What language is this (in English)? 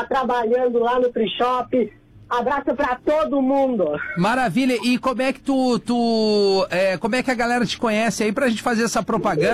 Portuguese